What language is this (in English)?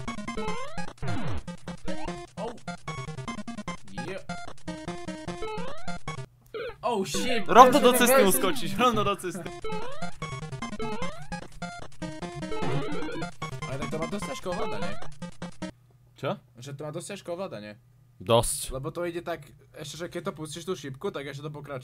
Slovak